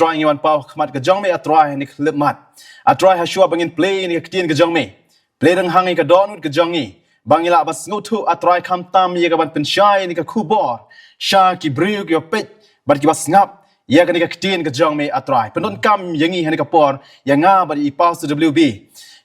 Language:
Khasi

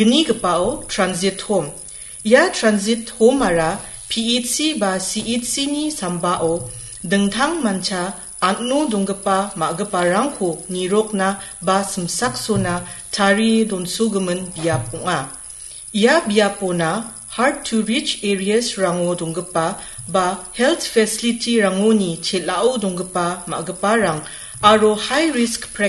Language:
Garo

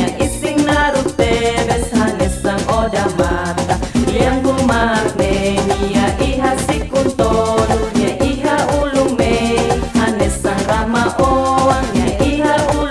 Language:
Tetum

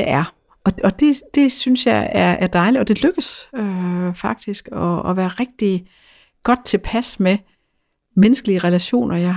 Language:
Danish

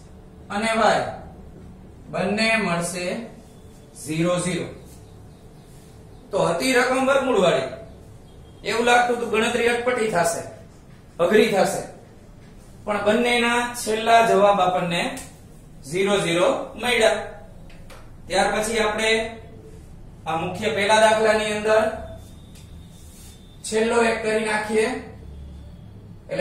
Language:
Gujarati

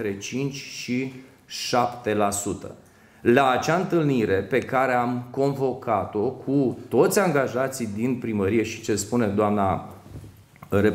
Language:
Romanian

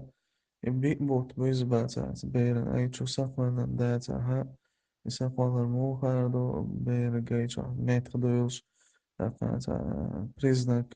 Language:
Chechen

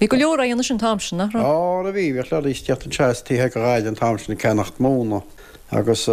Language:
Irish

